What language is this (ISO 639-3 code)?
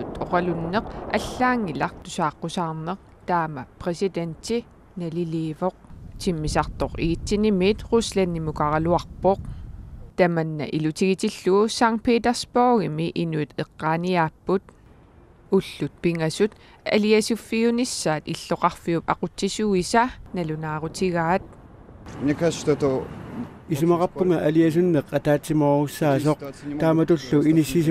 kal